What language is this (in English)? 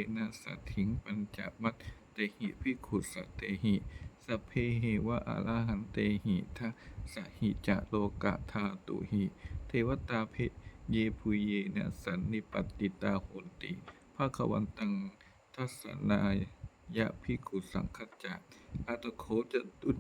Pali